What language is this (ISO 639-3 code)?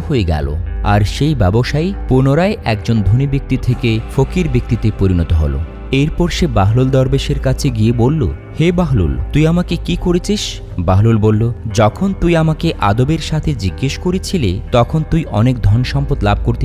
ben